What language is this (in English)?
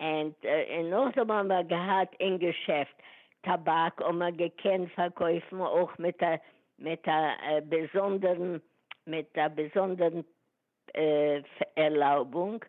Yiddish